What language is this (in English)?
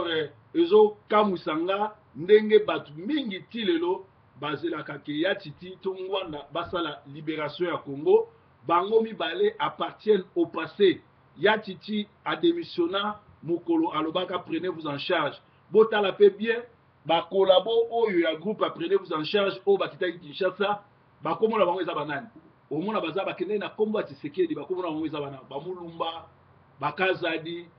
Lingala